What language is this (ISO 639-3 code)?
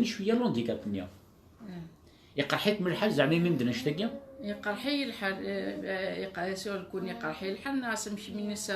kab